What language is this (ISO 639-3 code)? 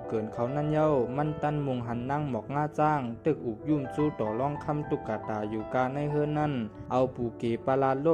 shn